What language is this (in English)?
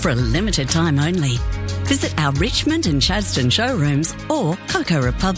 English